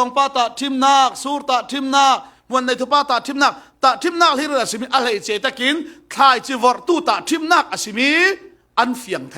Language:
Falam Chin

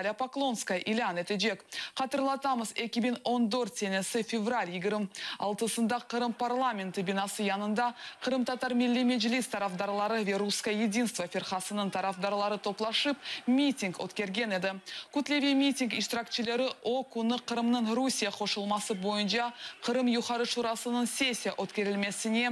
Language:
Crimean Tatar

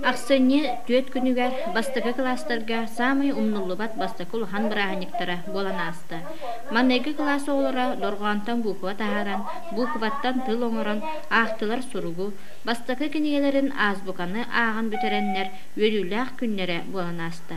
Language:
Yakut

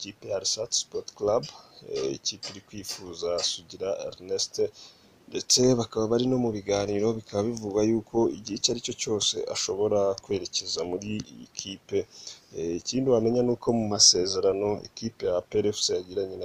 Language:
Kinyarwanda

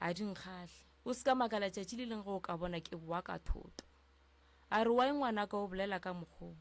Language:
Northern Sotho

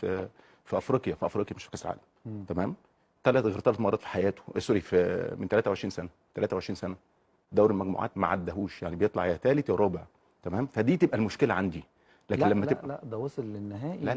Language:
Egyptian Arabic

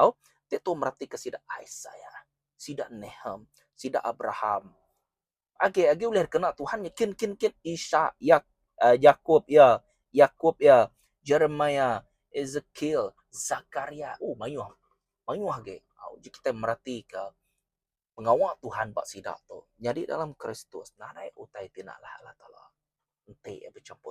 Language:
Iban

